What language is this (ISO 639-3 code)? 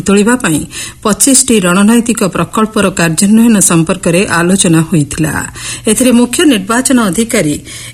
ori